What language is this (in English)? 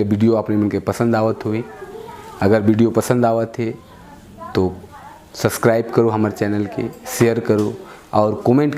Sadri